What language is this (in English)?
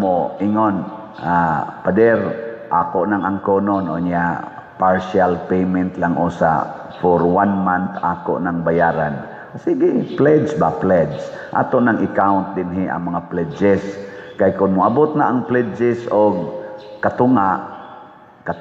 Cebuano